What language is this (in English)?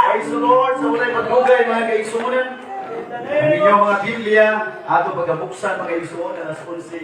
Cebuano